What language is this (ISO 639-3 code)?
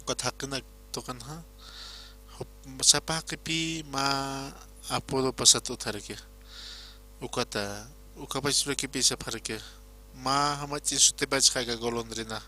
aym